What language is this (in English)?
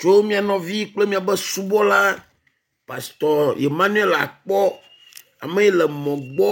Ewe